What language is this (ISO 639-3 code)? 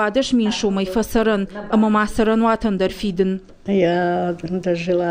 oss